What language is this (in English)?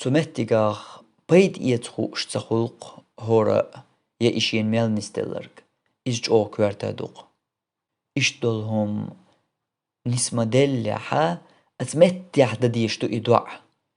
Chechen